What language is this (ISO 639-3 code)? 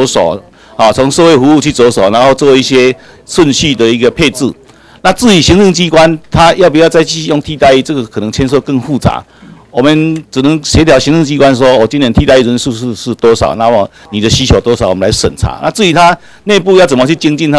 zho